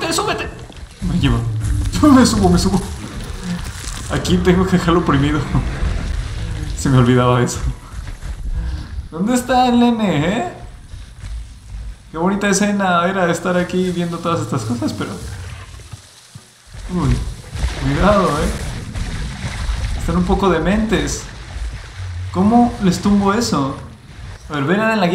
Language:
Spanish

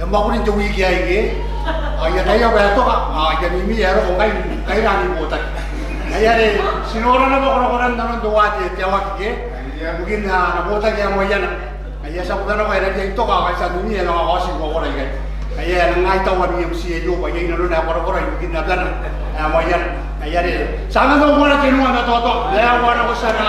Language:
Gilbertese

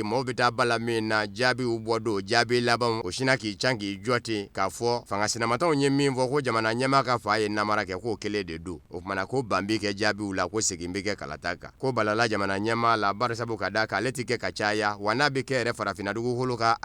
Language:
Bambara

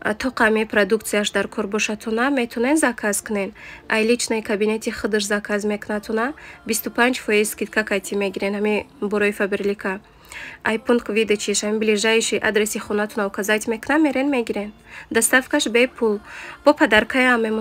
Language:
Tajik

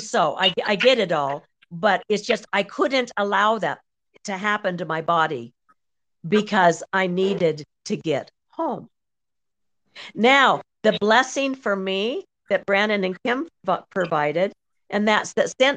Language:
English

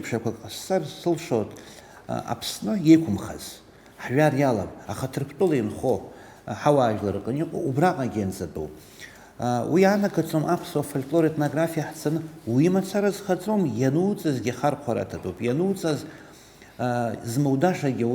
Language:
Abkhazian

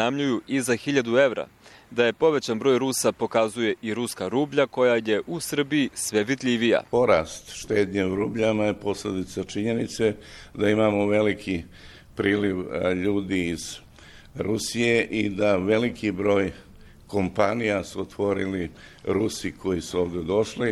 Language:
Bosnian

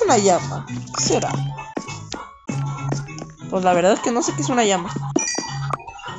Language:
Spanish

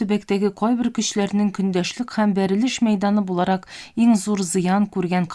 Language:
Tatar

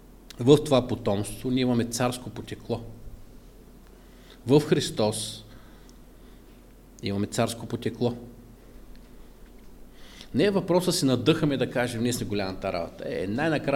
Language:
Bulgarian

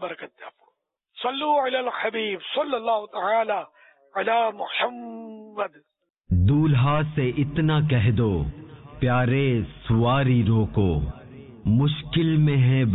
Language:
Urdu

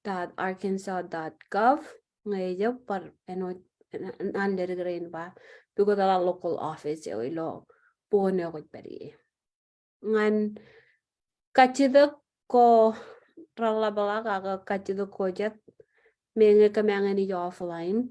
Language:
Marshallese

